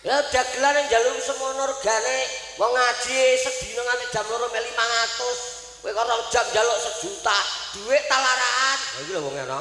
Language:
Javanese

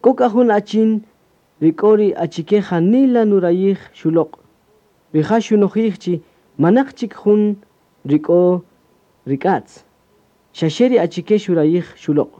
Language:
Kaqchikel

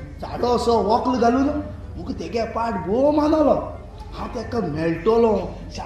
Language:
Konkani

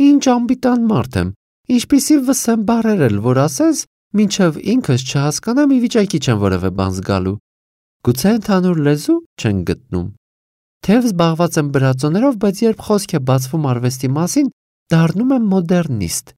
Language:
Armenian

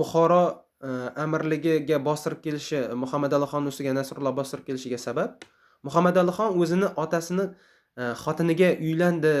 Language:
Uzbek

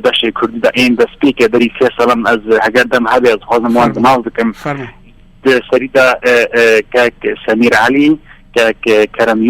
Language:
Kurdish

